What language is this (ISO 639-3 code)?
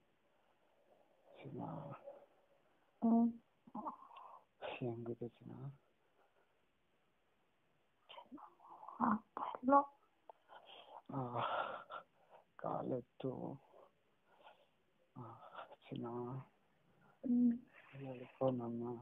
kan